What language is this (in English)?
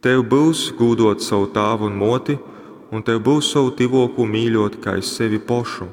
Latgalian